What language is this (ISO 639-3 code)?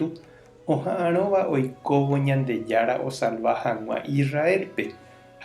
grn